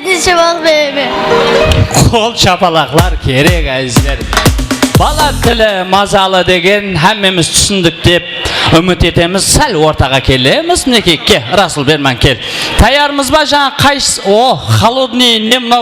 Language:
Kara-Kalpak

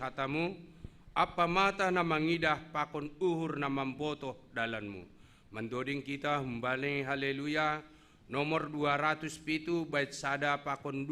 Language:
Batak Simalungun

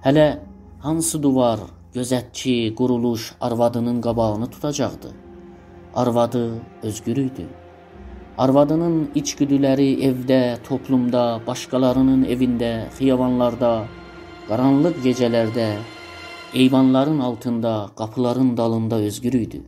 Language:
South Azerbaijani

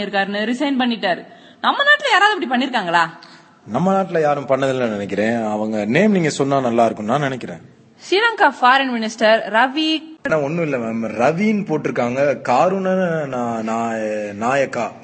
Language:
Tamil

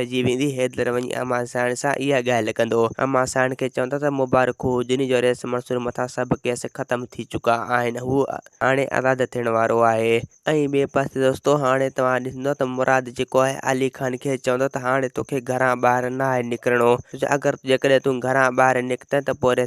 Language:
Sindhi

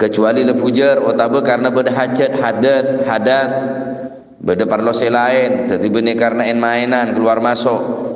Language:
Madurese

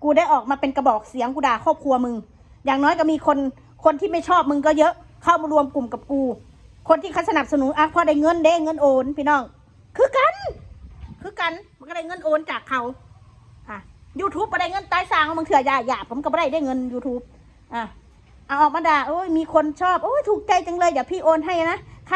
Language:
Northeastern Thai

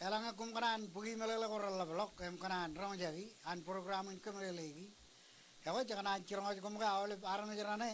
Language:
Marshallese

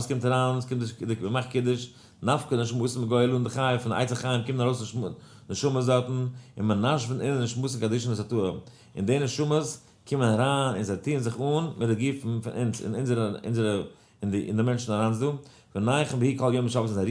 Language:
Yiddish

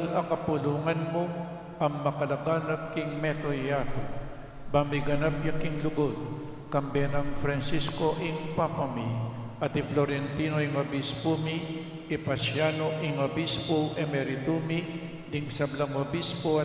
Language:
Pampanga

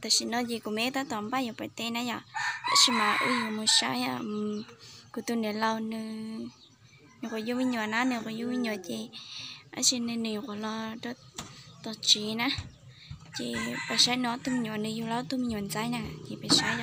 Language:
Hmong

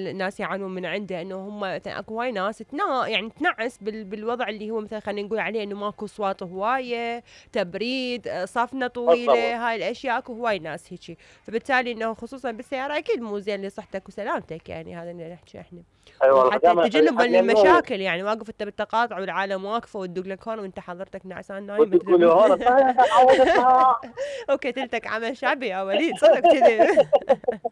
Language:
Mesopotamian Arabic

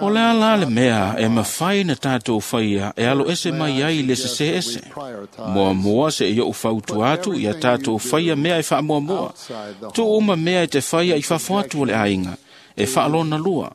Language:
Samoan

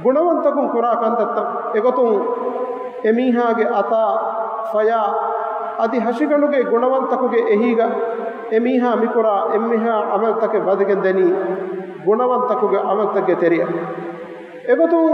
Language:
Divehi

